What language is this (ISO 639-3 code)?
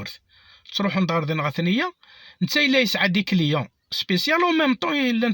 kab